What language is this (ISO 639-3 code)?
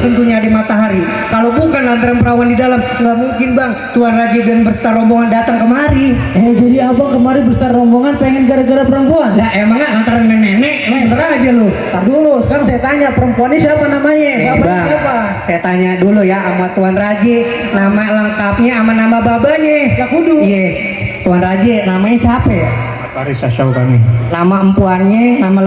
bew